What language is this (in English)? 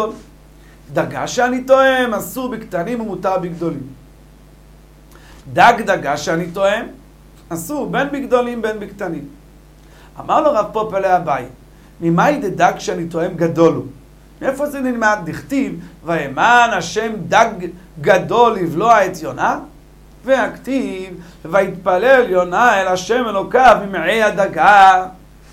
Hebrew